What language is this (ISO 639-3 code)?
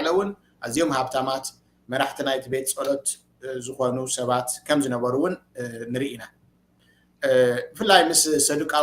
tir